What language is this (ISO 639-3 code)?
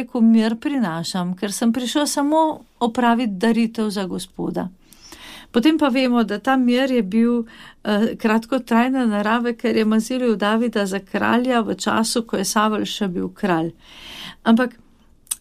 slv